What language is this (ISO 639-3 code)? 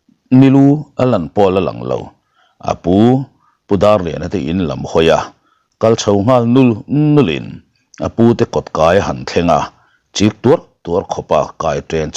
lus